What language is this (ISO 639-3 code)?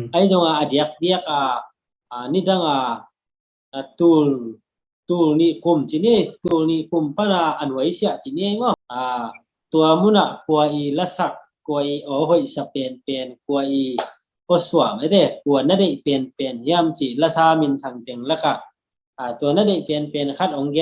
ctd